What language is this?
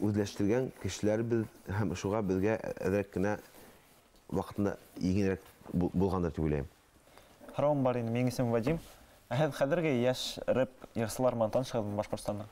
Bashkir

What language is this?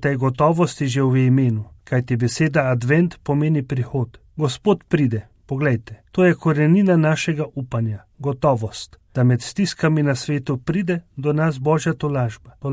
Slovenian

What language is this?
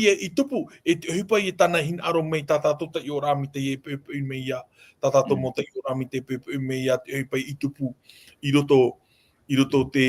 Tahitian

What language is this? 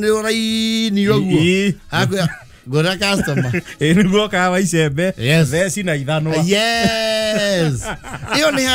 Kikuyu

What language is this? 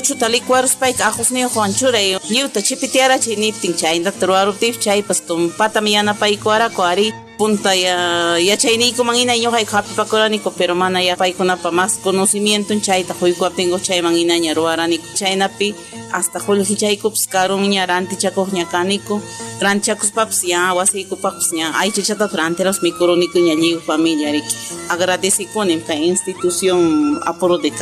Ayacucho Quechua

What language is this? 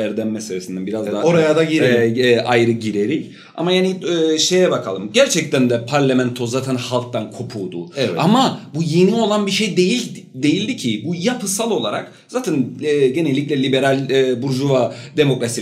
Turkish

